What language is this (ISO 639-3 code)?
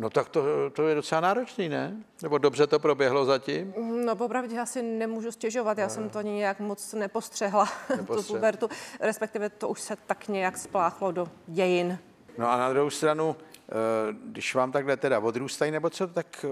ces